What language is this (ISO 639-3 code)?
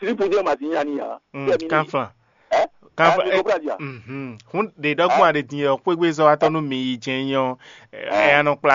fon